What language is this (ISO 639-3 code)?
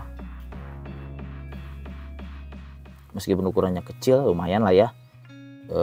ind